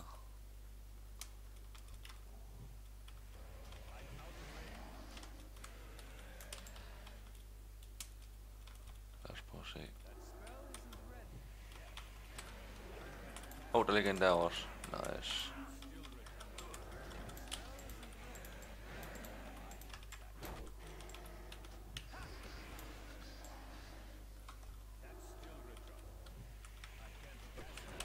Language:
Danish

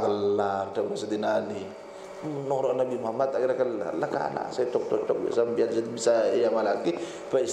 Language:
Madurese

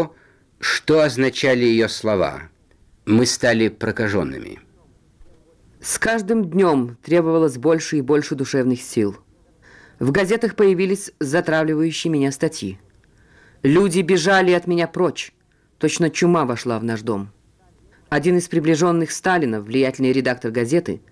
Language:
Russian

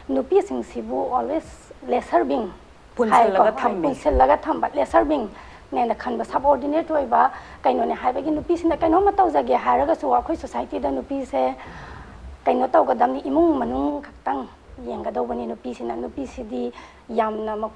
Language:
Manipuri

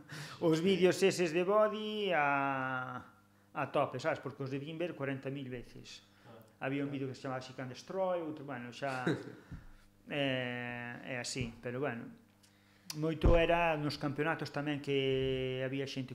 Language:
Galician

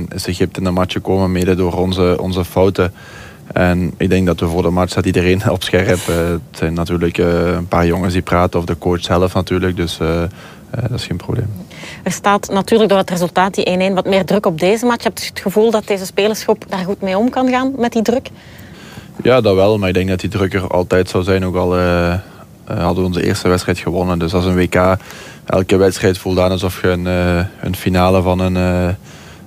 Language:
Dutch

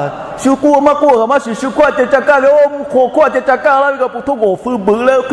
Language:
Lahu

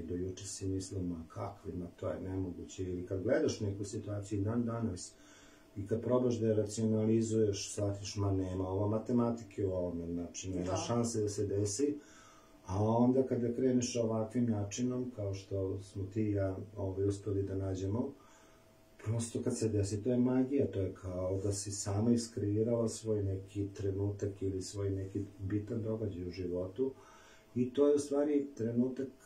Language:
Serbian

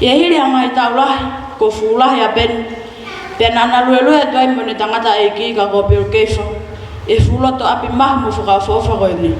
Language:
Tongan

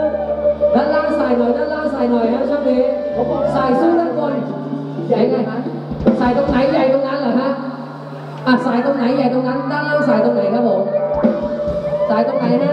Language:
Thai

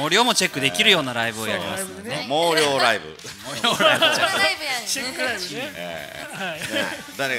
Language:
Japanese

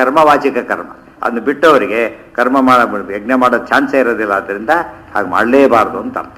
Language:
Kannada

